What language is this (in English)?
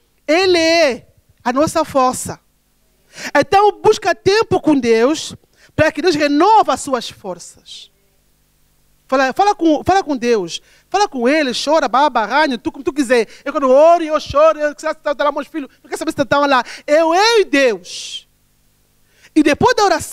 Portuguese